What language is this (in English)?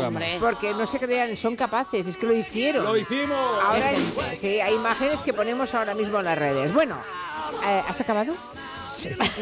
Spanish